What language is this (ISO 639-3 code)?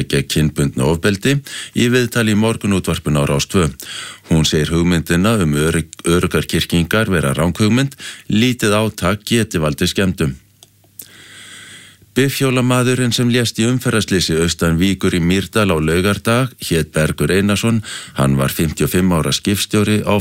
isl